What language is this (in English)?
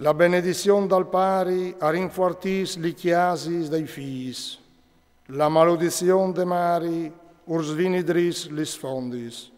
Friulian